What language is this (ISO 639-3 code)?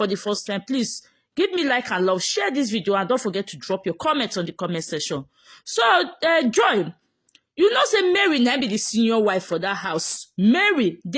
pcm